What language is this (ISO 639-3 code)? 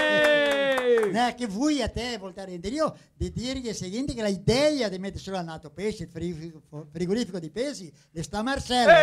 vec